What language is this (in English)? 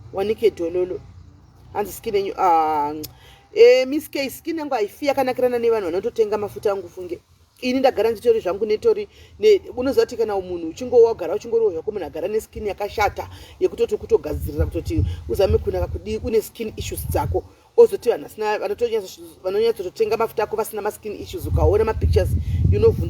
Shona